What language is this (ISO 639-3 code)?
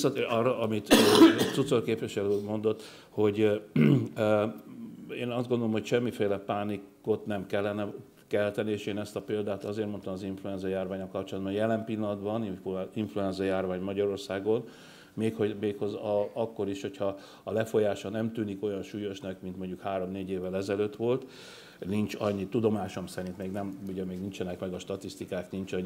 hun